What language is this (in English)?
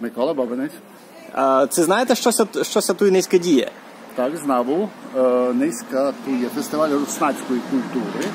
Rusyn